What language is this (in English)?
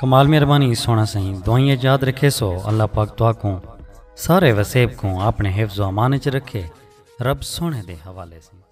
Saraiki